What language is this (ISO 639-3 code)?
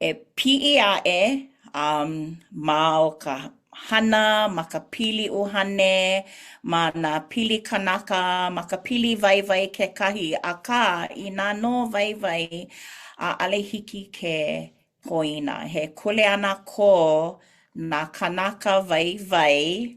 haw